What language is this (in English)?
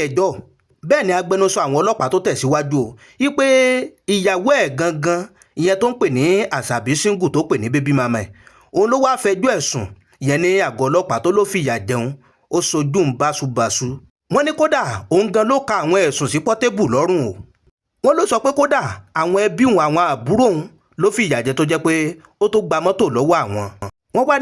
Yoruba